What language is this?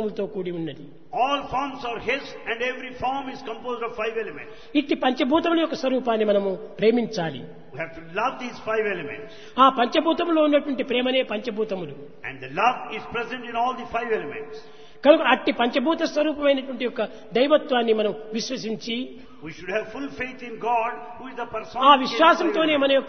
Telugu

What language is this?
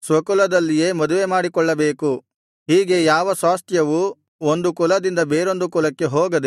Kannada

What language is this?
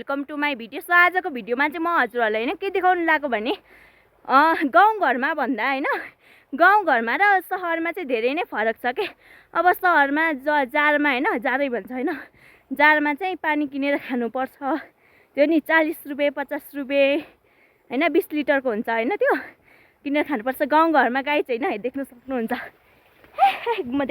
Nepali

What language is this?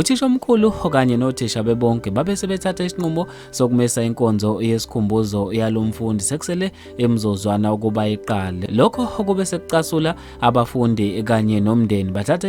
Zulu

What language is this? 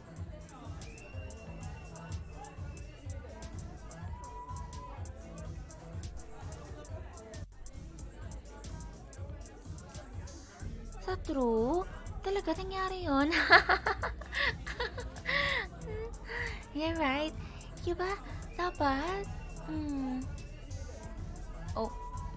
Filipino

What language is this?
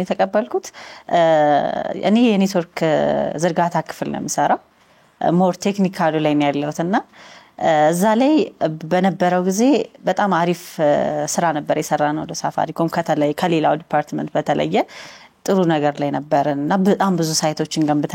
Amharic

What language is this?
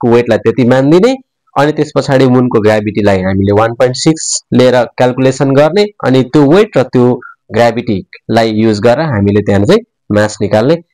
Nepali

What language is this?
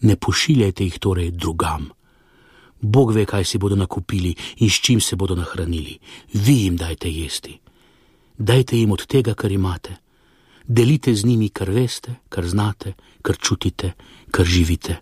Slovenian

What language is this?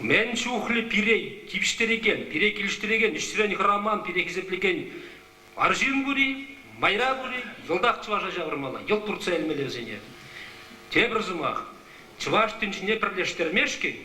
Chuvash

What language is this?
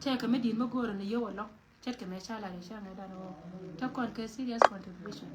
Nuer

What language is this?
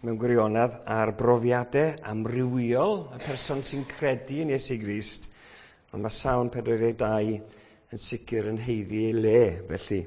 Welsh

